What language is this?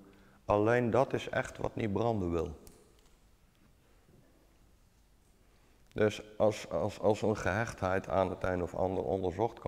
Dutch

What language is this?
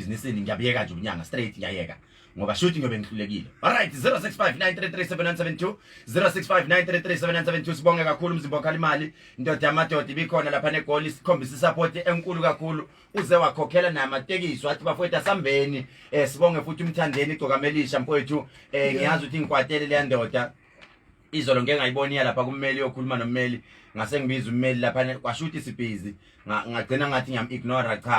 Zulu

